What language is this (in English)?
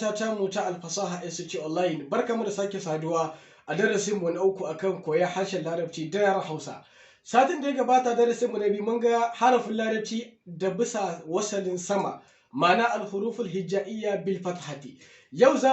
Hausa